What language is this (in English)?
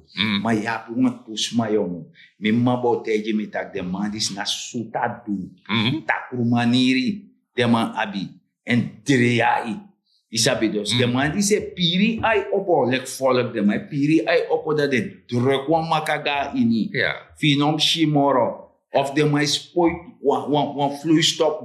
Sranan Tongo